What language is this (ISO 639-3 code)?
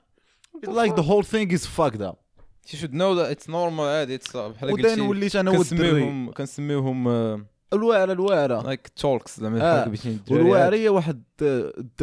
ary